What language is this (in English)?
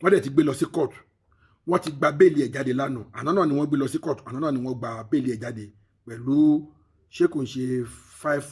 Yoruba